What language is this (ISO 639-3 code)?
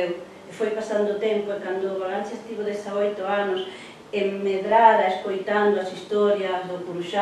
glg